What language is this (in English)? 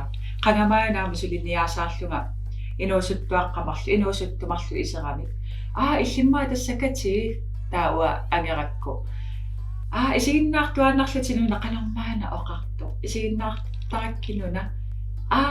Kalaallisut